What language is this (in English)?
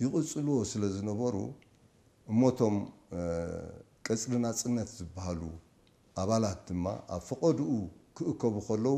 Tigrinya